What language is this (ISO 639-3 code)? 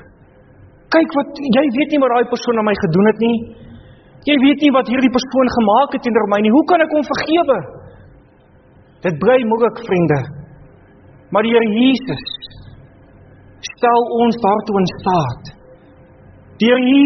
afr